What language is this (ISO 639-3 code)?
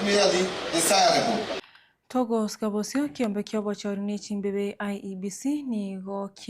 guz